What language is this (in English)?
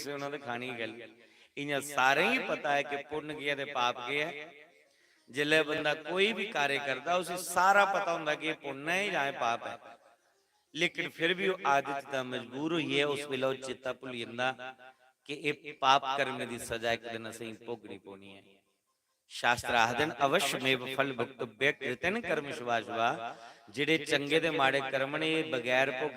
Dogri